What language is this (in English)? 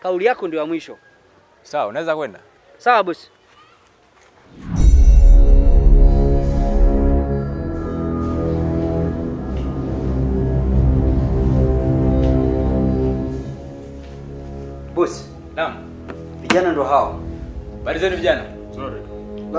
Swahili